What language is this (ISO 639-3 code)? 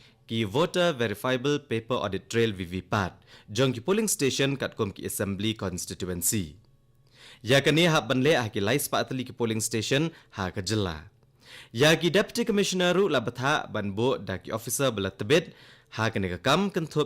kha